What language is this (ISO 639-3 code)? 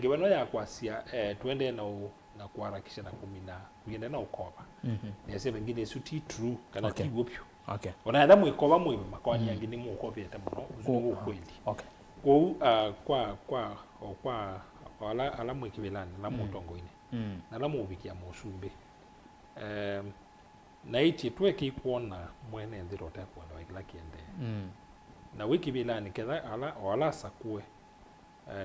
kam